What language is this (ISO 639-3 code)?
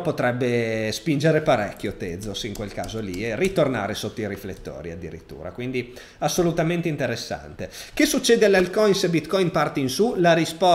ita